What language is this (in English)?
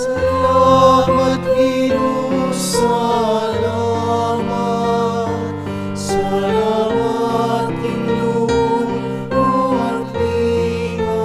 Pampanga